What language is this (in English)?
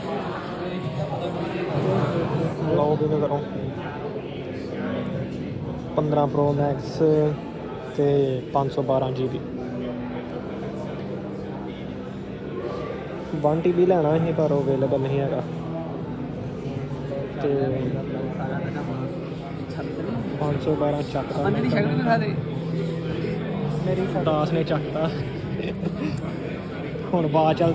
Punjabi